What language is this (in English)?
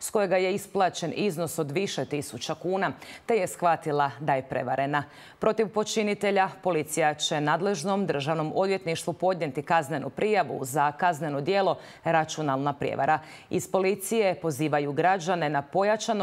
Croatian